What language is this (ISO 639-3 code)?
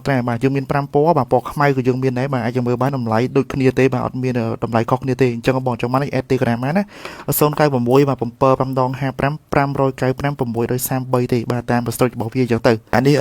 khm